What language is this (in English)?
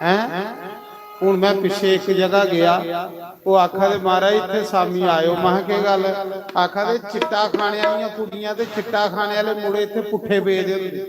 Dogri